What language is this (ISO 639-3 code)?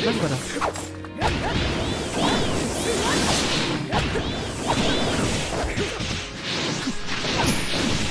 ind